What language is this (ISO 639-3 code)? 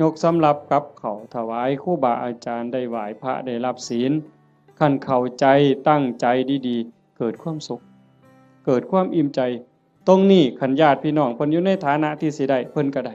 tts